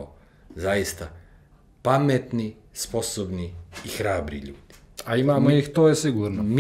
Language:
Serbian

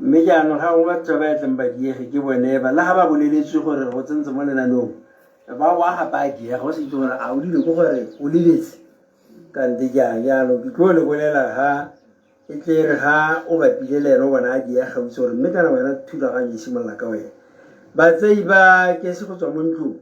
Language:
Tswana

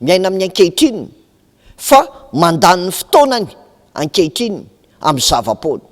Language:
Malagasy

